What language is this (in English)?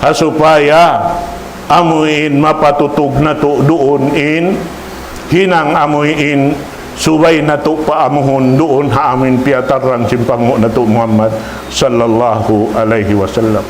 Tausug